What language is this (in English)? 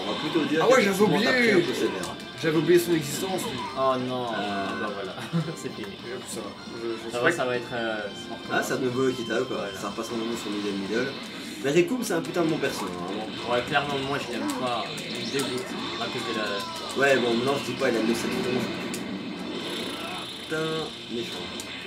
French